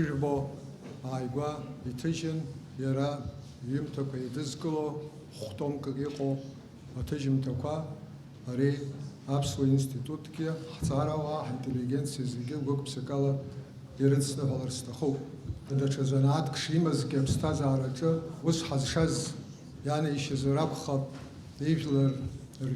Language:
Abkhazian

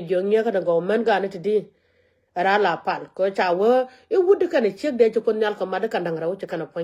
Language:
Nuer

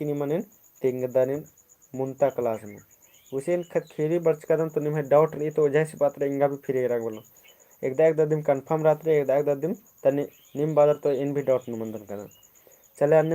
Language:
Kurukh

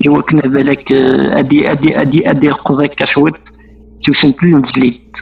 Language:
Kabyle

